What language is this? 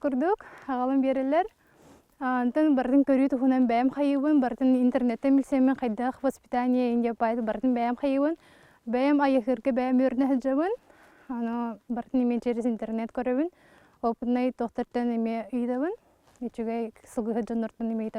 Yakut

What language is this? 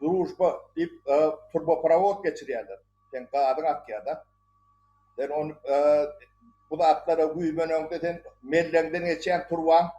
Turkmen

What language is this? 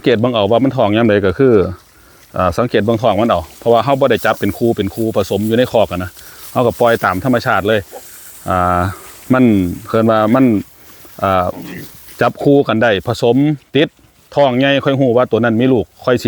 Northeastern Thai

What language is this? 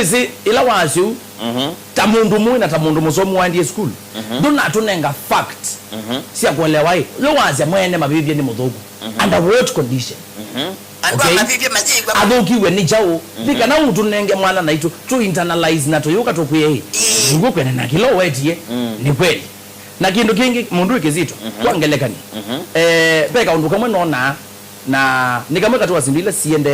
Kamba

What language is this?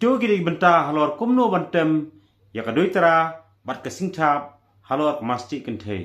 Khasi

